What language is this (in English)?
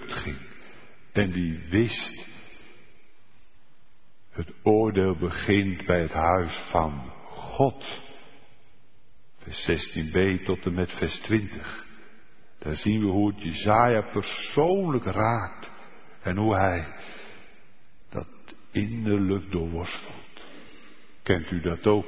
Dutch